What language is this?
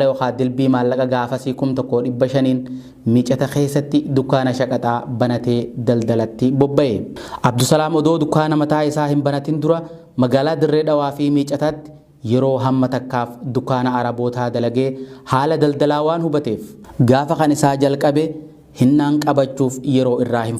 Oromo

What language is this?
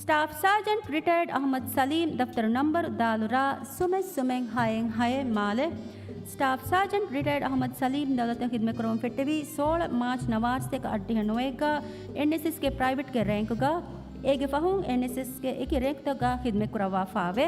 Divehi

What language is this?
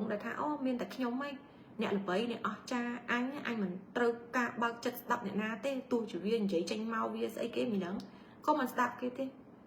Khmer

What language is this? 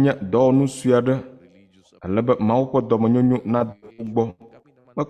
Ewe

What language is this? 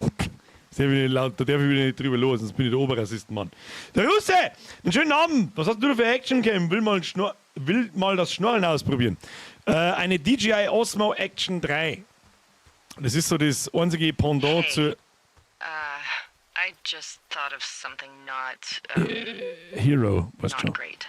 Bavarian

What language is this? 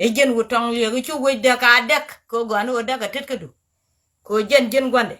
Nuer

